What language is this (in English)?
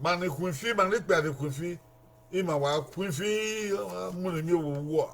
Bini